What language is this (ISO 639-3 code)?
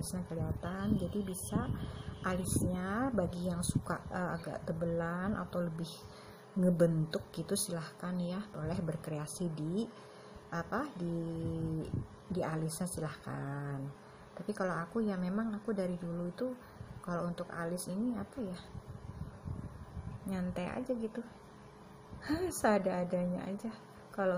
ind